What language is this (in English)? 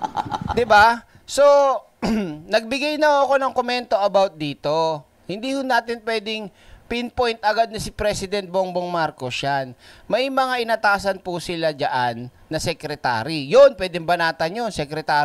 Filipino